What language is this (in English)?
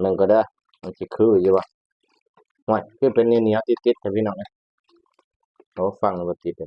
Lao